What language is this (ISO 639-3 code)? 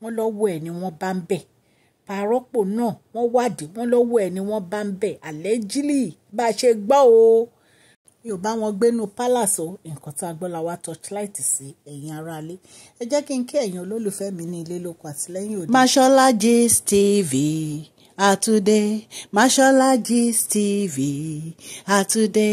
yor